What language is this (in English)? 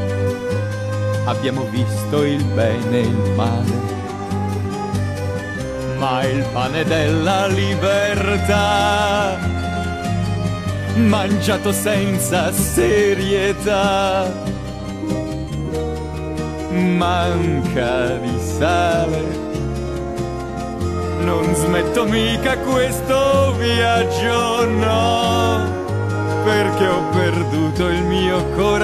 Italian